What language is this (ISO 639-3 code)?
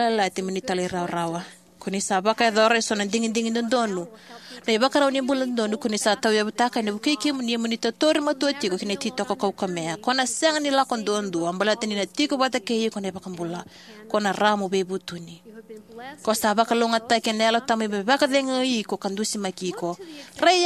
fij